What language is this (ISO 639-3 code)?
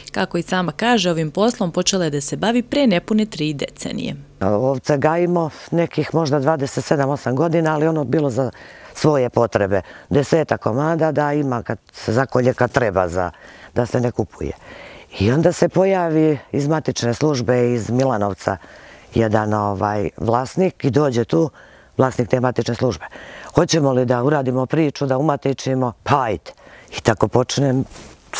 srp